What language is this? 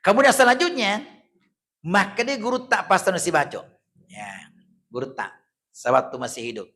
Buginese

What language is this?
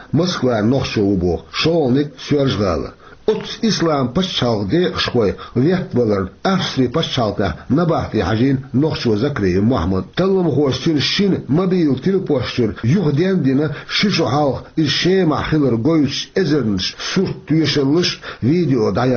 Chechen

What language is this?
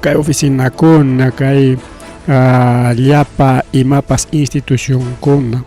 Ayacucho Quechua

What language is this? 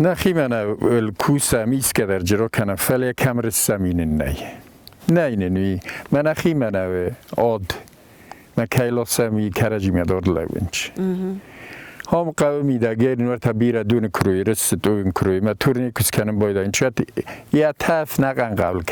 Ossetic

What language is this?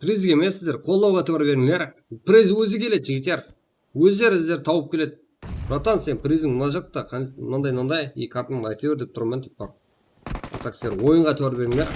Kara-Kalpak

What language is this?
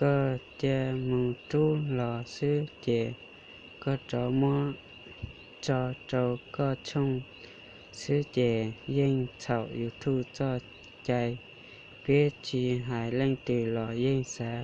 Hmong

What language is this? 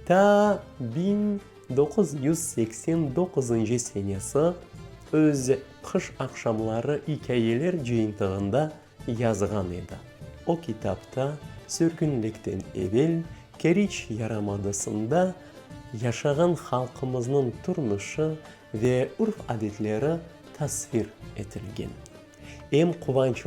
Crimean Tatar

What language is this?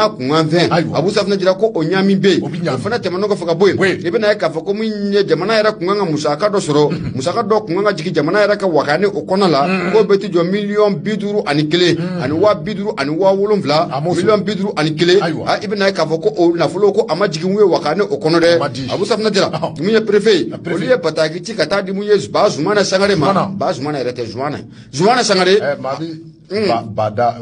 Bambara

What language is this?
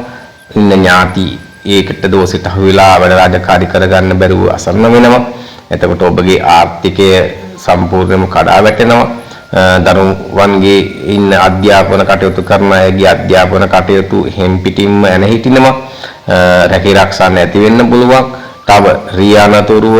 Sinhala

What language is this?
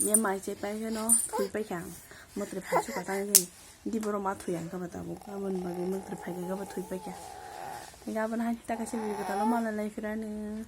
Kok Borok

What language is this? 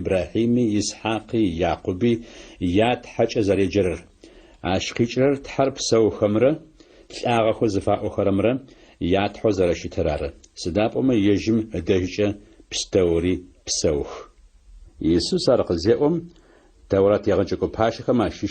Adyghe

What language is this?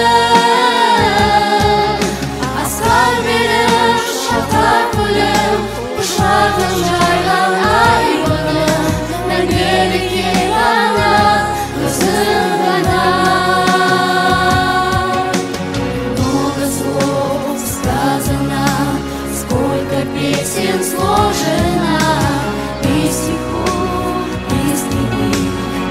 Kazakh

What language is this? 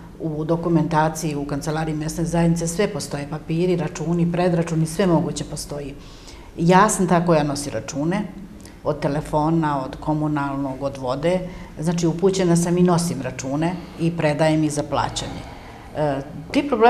Serbian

